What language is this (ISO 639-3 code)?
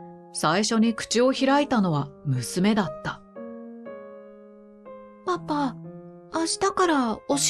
jpn